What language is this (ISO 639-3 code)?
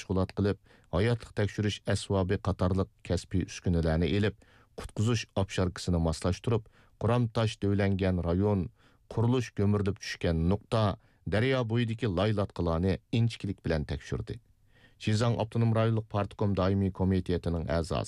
uig